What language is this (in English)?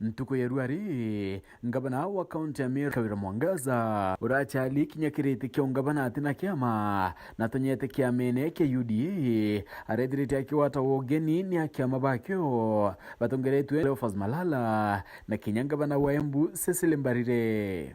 Meru